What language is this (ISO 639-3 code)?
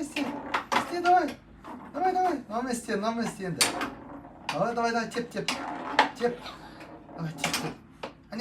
kaz